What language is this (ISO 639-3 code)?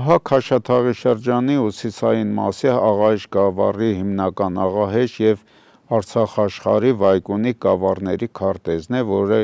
hye